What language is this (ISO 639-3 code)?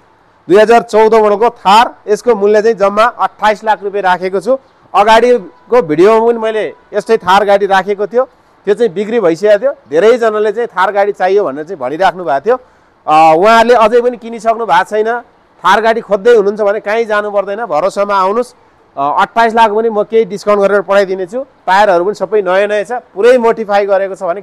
nep